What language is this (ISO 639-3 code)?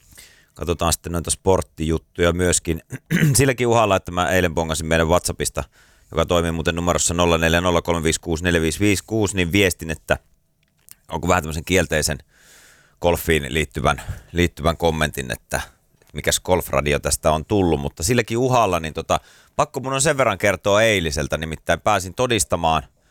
fin